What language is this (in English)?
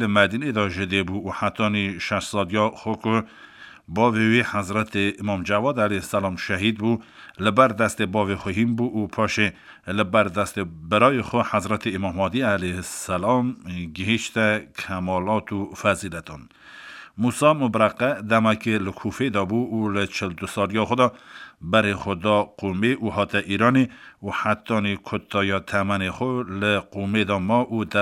Kurdish